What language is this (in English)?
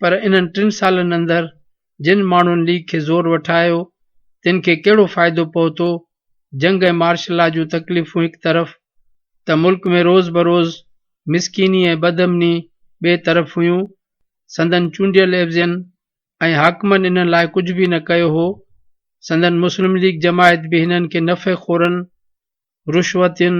Sindhi